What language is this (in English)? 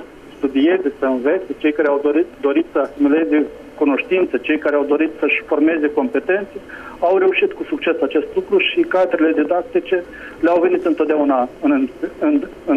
Romanian